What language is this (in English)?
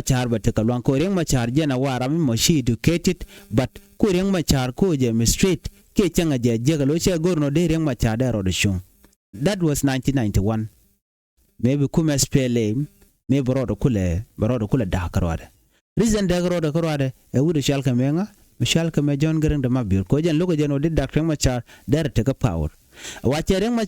Nuer